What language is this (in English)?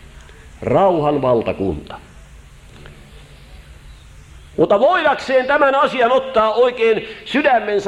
Finnish